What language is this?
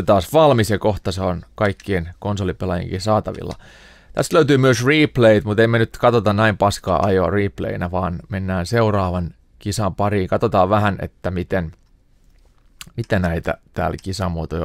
Finnish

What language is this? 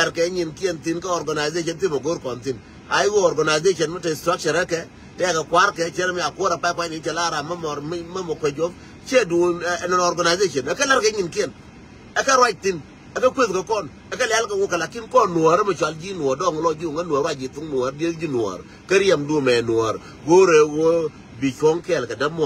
Nuer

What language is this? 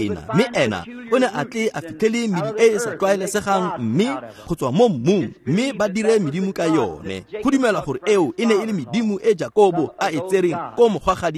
Tswana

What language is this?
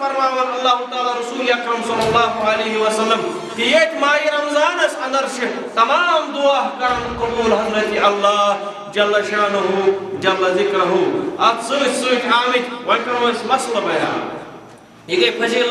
Kashmiri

